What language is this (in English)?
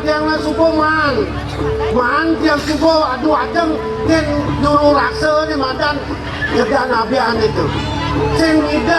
Balinese